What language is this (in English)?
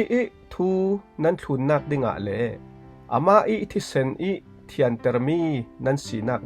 Falam Chin